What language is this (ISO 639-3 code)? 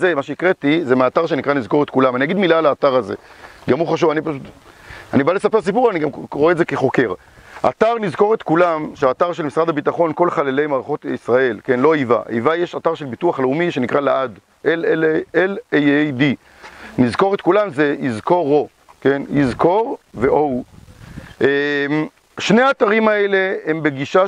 heb